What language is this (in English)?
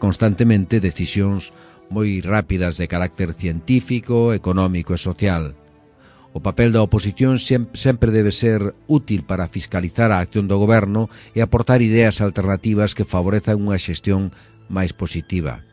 Galician